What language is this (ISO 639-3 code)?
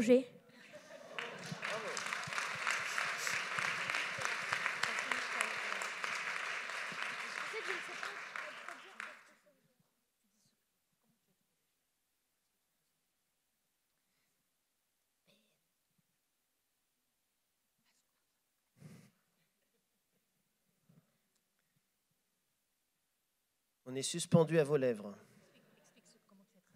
fra